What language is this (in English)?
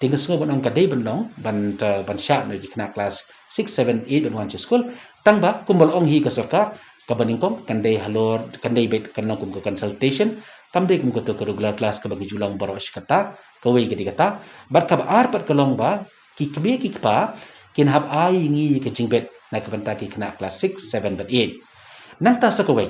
Khasi